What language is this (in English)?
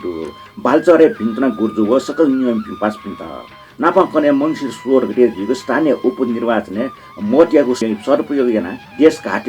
Newari